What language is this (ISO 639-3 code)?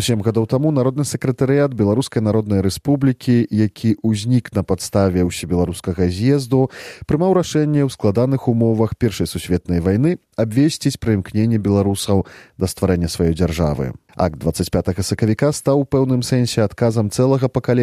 bel